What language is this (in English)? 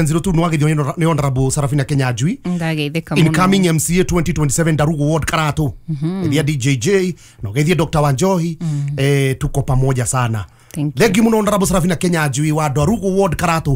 Kikuyu